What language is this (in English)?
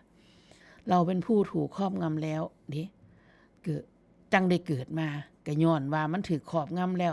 Northeastern Thai